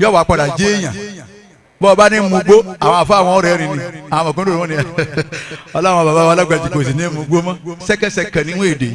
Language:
Yoruba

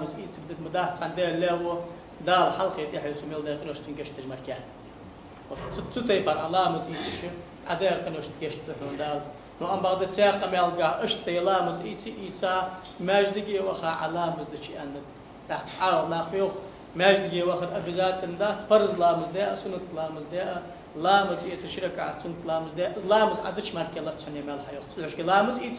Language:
Ingush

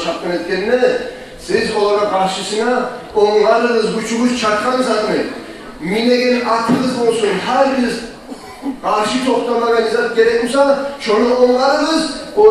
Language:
Kumyk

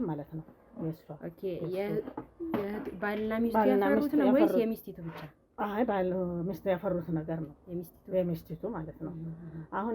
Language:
Amharic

